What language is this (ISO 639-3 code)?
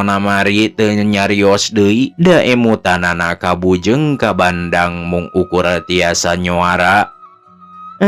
sun